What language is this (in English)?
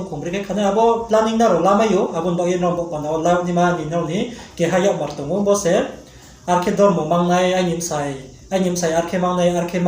Riang (India)